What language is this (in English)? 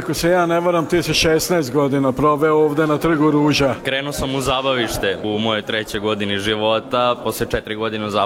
Serbian